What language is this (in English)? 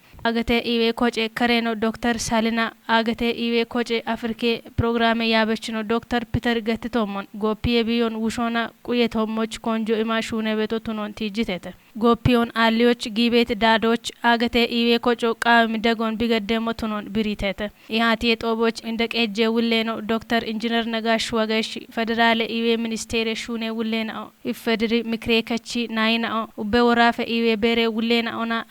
Kafa